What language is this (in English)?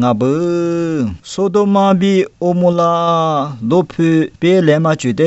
Lisu